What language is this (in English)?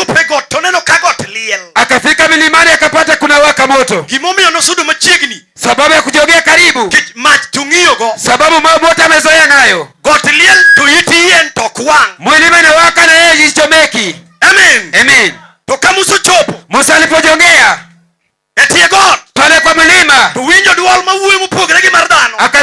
Luo (Kenya and Tanzania)